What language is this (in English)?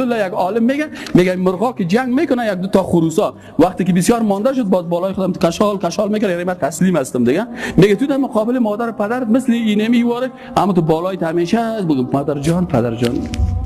Persian